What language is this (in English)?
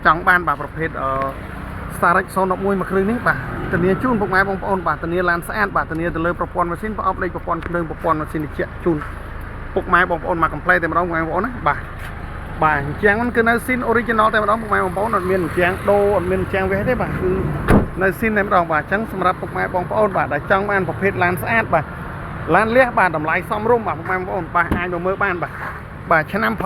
Khmer